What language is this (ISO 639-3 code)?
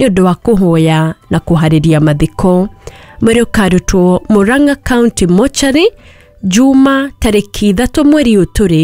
kik